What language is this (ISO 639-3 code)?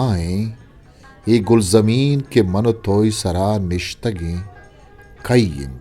bgp